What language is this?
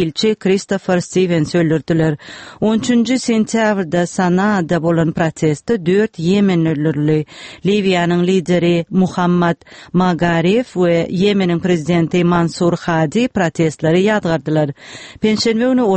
Turkmen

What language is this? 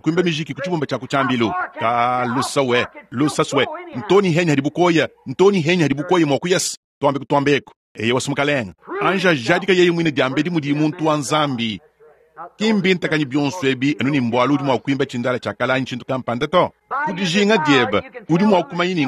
Luba-Lulua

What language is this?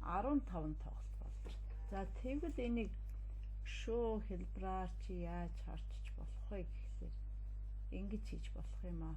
Mongolian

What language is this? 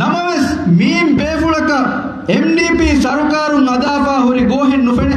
Divehi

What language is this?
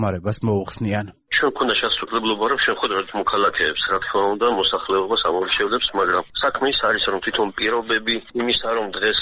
Georgian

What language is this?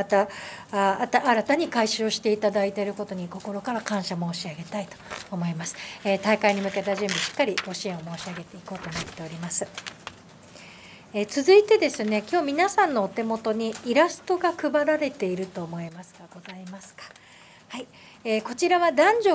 Japanese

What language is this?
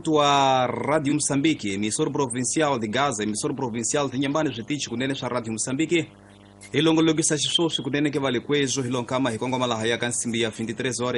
Tsonga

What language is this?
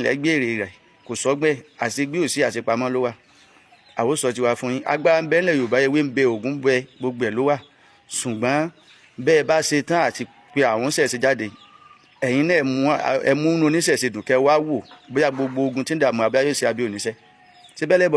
Yoruba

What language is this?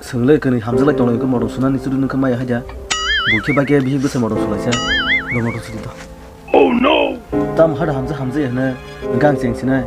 Kok Borok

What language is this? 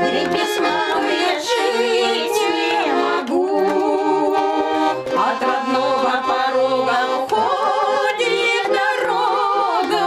Udmurt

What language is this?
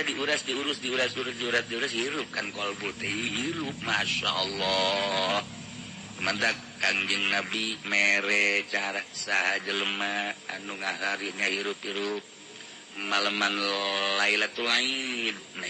Sundanese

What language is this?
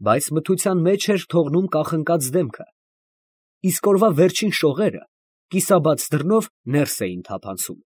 Armenian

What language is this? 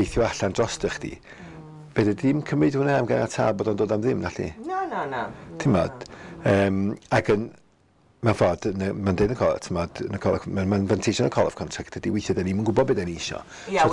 Welsh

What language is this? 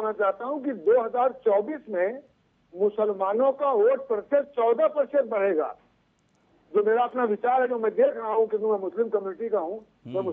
Hindi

